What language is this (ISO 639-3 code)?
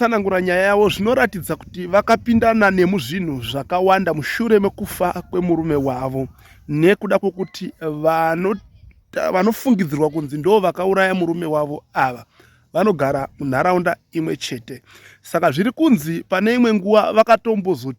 sna